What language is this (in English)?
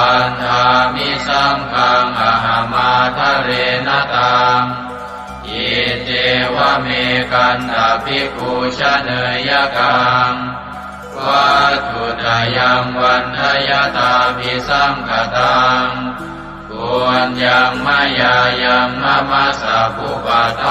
Pali